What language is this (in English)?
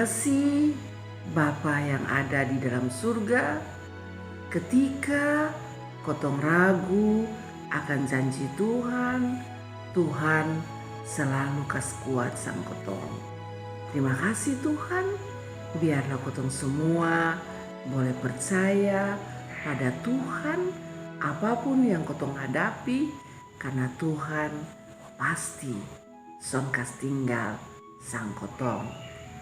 Kupang Malay